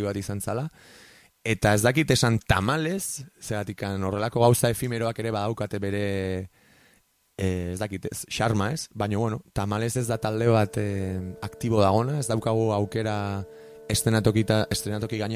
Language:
Basque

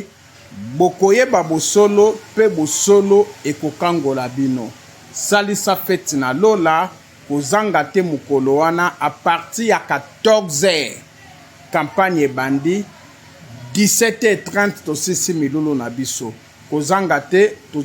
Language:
Lingala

